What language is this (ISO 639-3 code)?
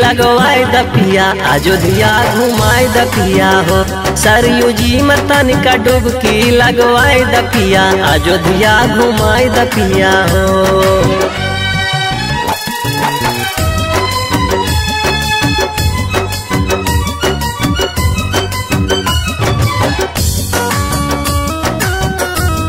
bho